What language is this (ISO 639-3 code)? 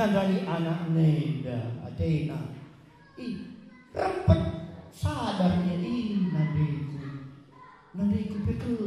btx